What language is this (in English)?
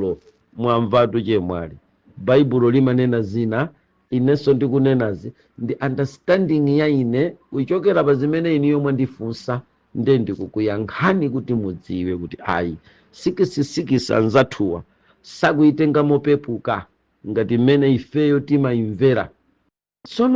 Nyanja